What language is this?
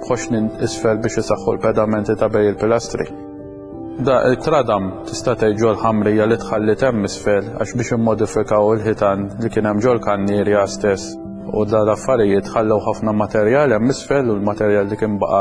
Maltese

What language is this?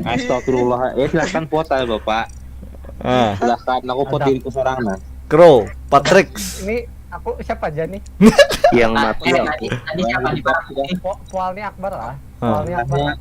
Banjar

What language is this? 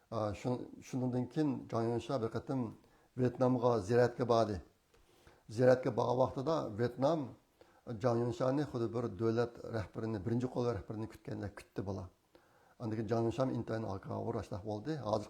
Uyghur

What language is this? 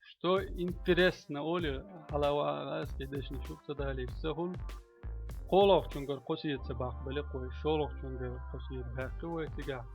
Chechen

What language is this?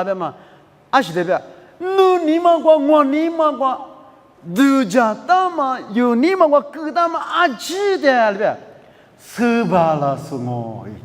Lisu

